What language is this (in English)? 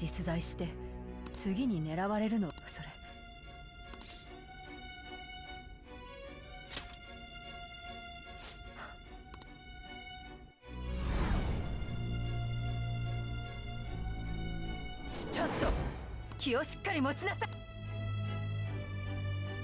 Japanese